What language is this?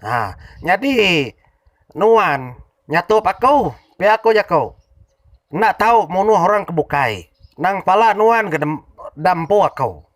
Iban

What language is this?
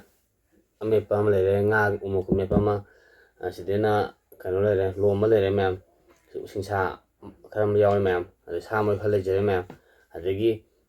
Manipuri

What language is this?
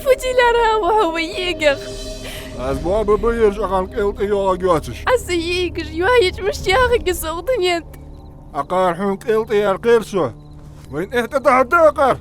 Ingush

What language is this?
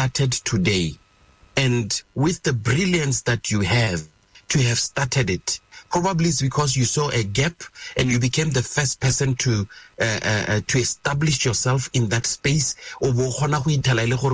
Tswana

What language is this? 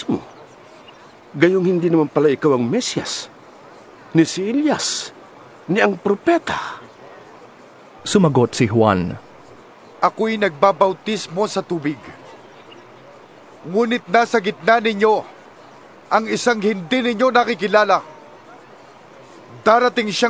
Filipino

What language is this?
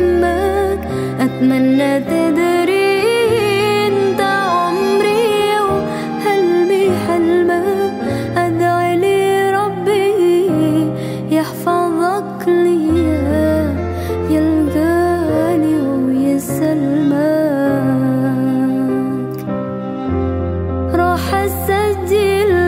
Arabic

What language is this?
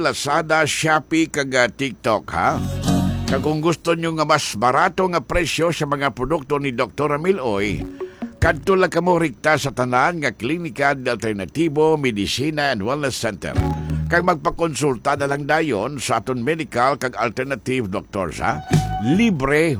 Hiligaynon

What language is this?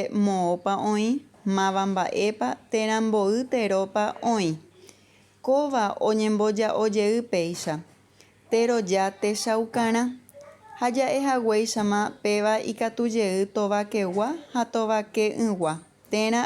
Guarani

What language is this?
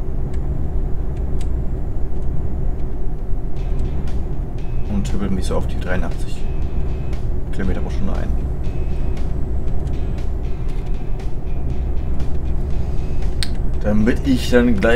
German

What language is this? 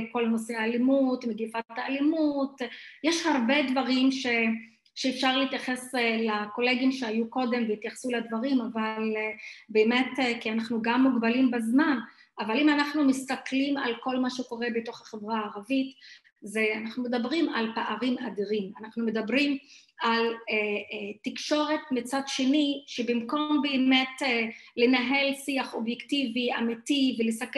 Hebrew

